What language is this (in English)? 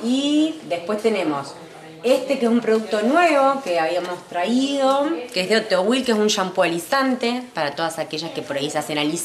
Spanish